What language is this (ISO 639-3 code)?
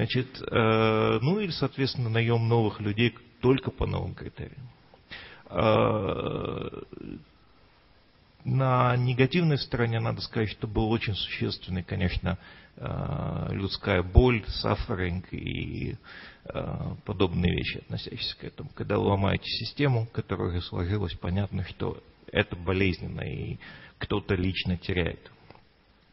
rus